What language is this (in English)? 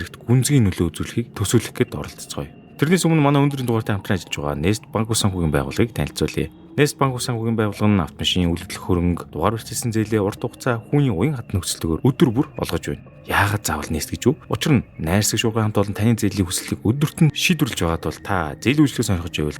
Mongolian